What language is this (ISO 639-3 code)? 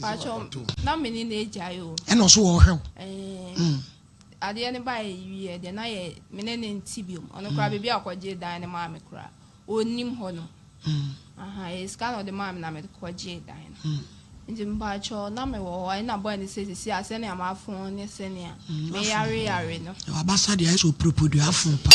aka